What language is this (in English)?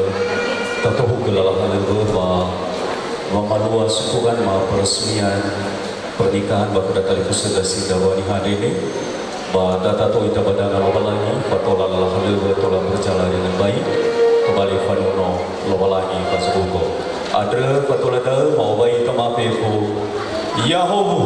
Nias